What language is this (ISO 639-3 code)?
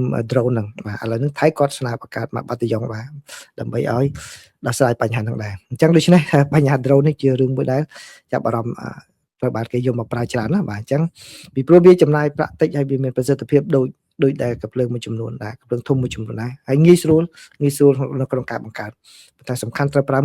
khm